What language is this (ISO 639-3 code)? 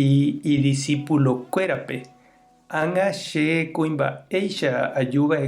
grn